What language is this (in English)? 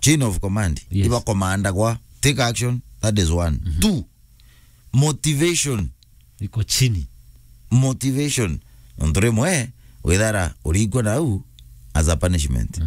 Meru